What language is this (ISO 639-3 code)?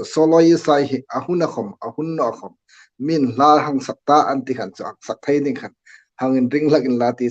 hmr